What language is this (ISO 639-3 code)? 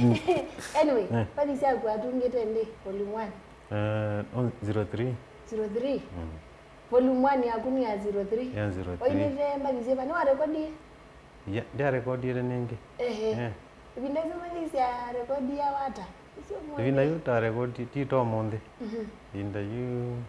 kam